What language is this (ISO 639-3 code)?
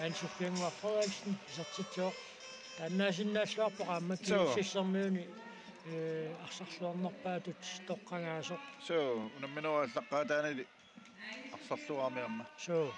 kal